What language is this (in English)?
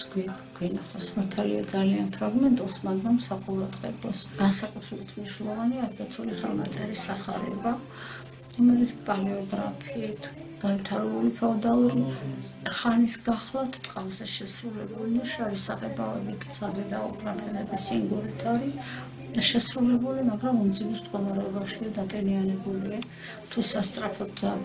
Georgian